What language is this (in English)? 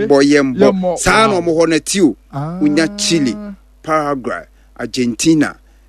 Akan